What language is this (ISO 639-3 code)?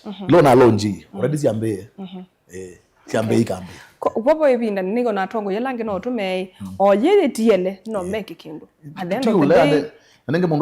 kam